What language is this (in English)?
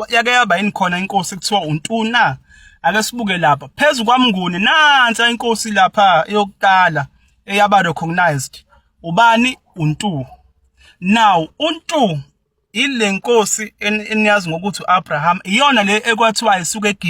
Zulu